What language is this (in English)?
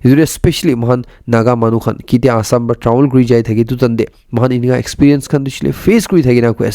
Naga Pidgin